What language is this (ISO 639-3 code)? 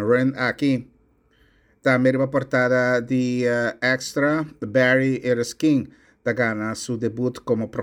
pap